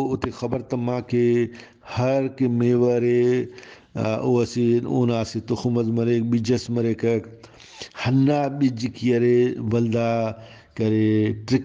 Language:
Brahui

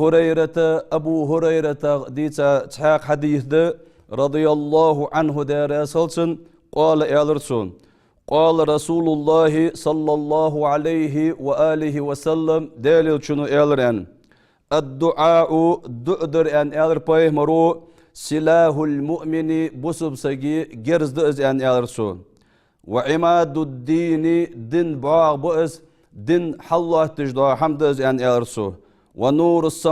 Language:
Ingush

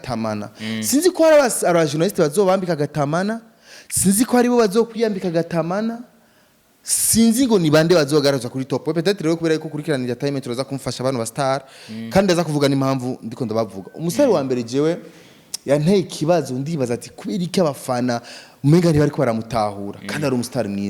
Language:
Rundi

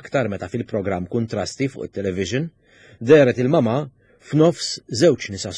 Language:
Maltese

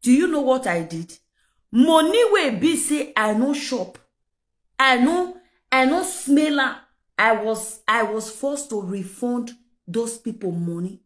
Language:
Nigerian Pidgin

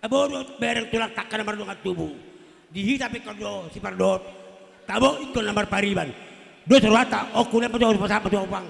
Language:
Batak Toba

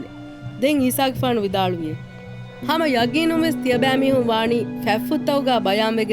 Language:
Divehi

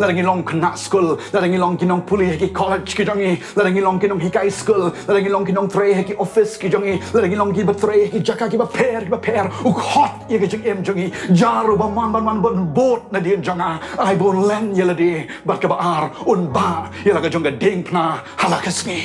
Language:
Khasi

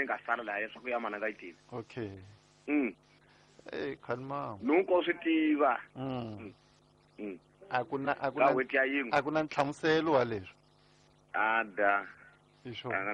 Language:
Tsonga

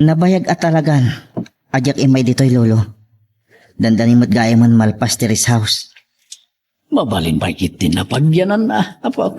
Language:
Iloko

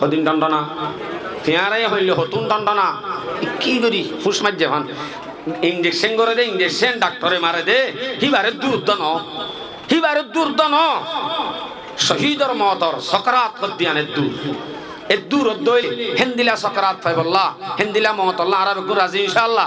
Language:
Rohingya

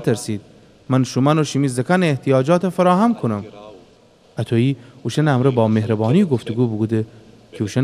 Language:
Gilaki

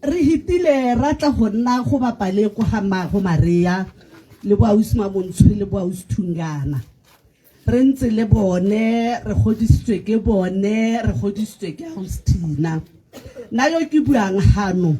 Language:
Tswana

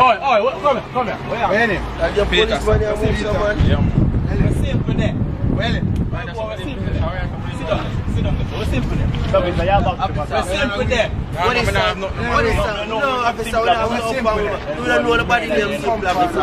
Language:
Jamaican Creole English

